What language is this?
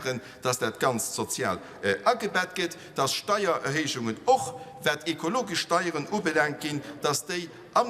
Luxembourgish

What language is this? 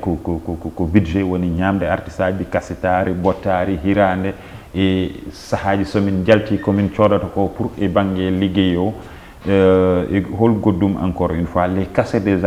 Fula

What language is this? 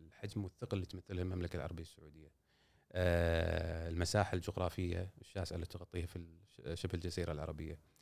Gulf Arabic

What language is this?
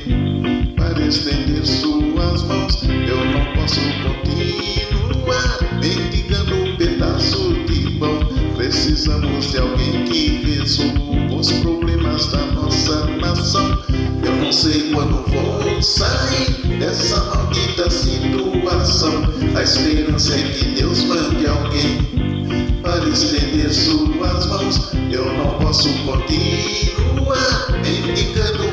Portuguese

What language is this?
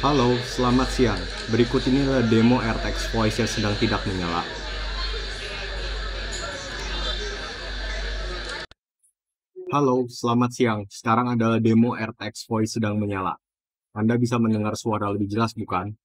Indonesian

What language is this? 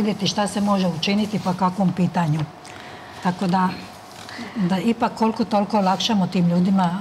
Serbian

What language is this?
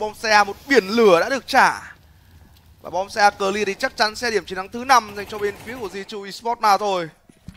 Vietnamese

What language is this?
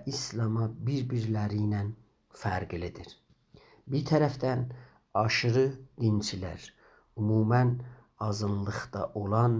South Azerbaijani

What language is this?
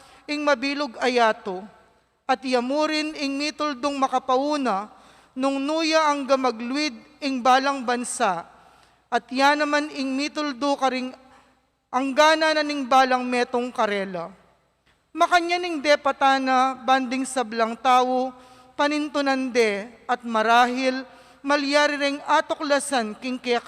Pampanga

